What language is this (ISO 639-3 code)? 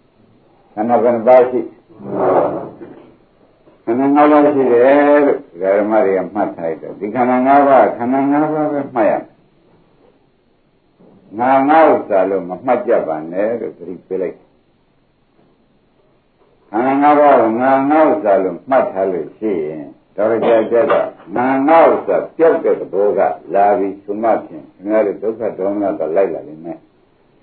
mya